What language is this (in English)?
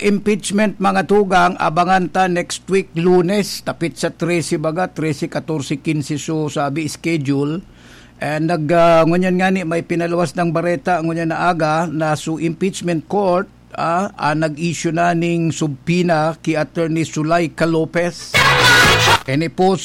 Bikol